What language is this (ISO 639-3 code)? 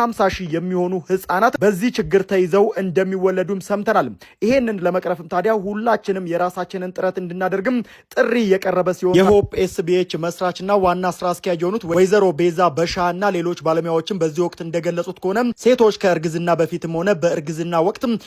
amh